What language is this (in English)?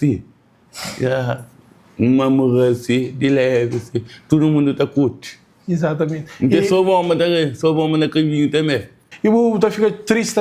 Kabuverdianu